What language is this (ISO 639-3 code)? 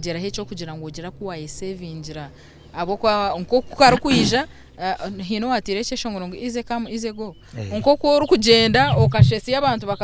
nyn